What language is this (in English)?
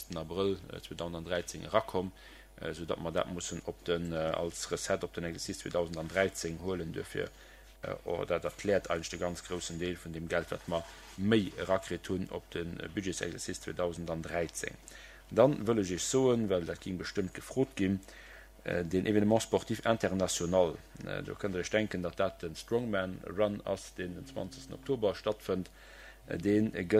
Luxembourgish